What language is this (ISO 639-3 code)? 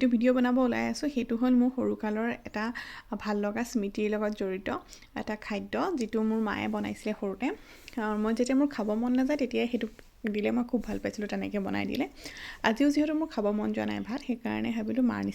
asm